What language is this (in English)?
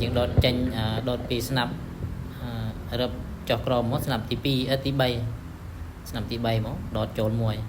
Khmer